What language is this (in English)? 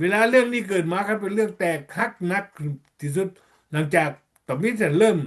Lao